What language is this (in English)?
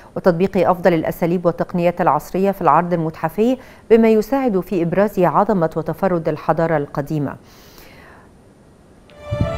Arabic